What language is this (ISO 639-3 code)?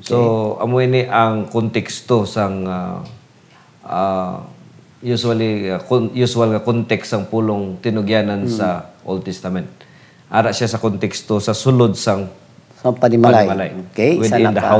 hil